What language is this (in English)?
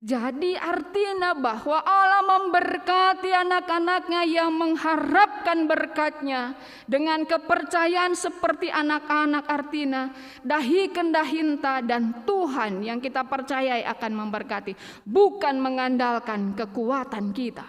Batak Karo